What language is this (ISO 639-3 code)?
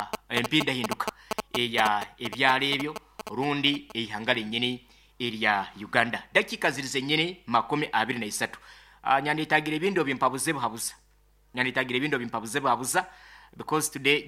nyo